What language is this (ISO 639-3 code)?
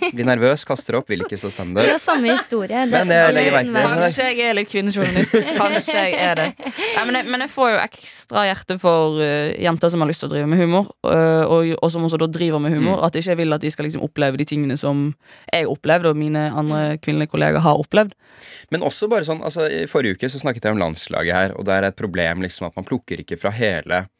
nor